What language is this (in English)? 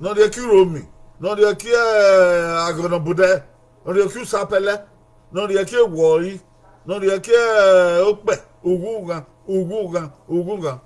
Bini